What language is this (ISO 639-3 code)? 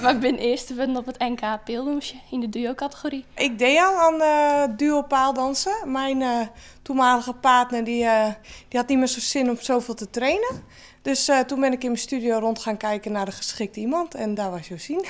fry